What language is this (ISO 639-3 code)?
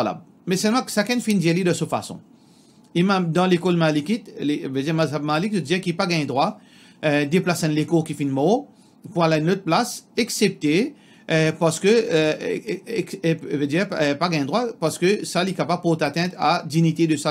mfe